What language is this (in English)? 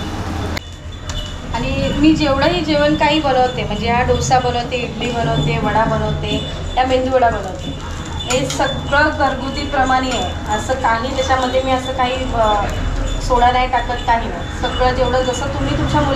Marathi